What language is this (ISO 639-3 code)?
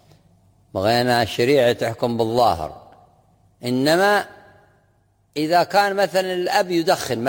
ara